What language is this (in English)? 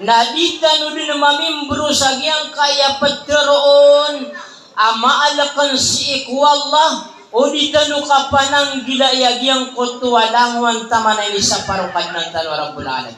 Maranao